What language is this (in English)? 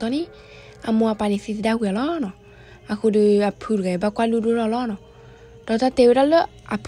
S'gaw Karen